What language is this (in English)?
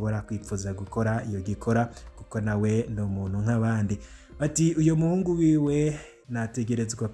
Rundi